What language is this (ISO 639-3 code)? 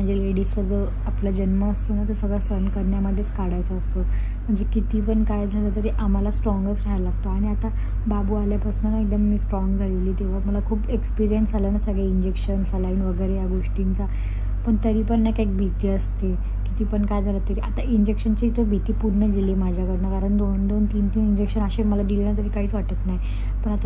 mar